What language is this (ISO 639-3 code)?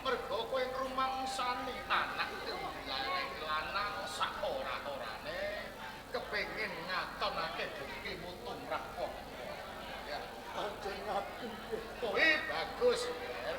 jav